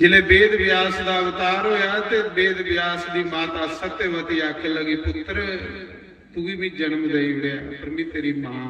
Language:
Dogri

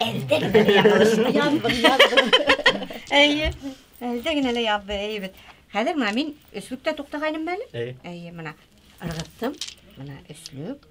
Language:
Bashkir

